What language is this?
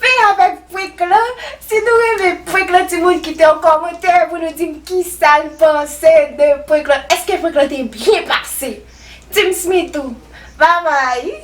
Haitian Creole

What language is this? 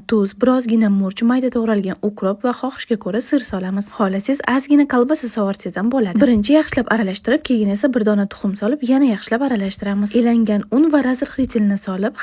Uzbek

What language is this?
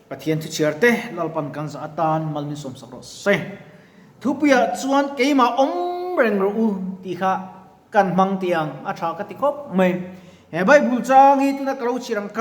Mizo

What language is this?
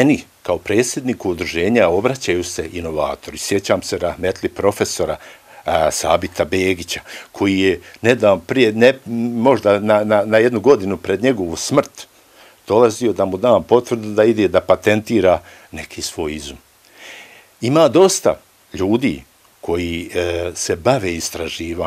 Bosnian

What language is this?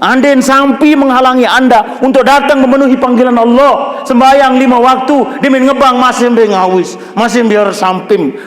Sasak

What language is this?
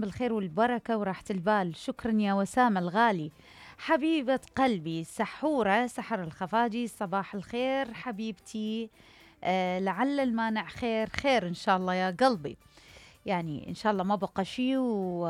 Mesopotamian Arabic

